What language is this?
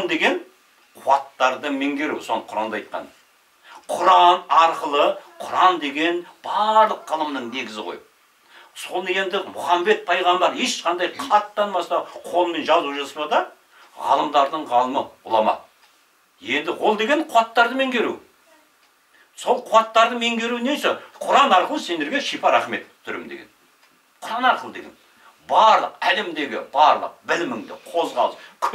Kazakh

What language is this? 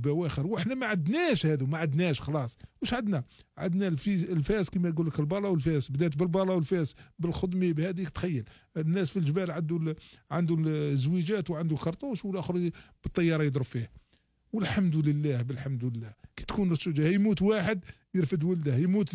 Algerian Arabic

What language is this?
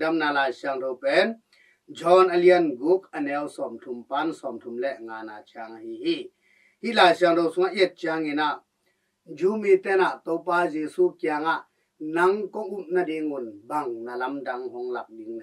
Tedim Chin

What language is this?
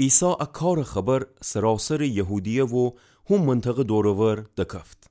Gilaki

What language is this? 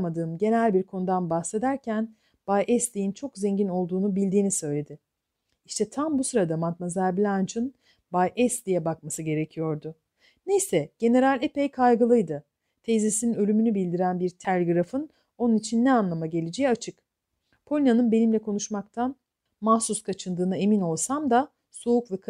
Turkish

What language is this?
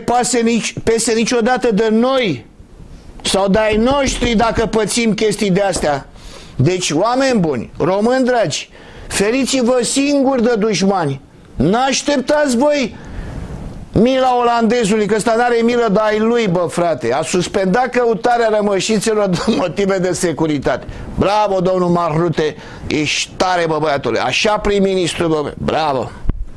Romanian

